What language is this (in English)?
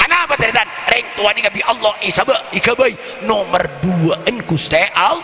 Madurese